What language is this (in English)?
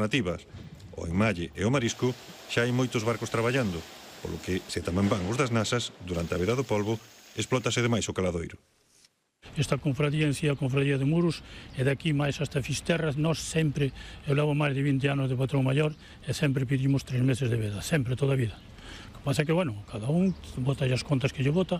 Galician